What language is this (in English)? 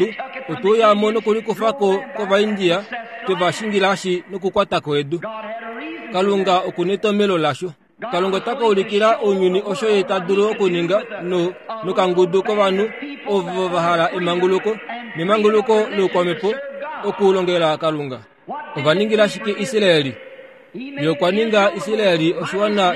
Kuanyama